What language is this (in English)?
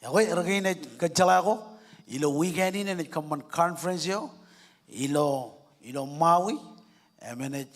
Marshallese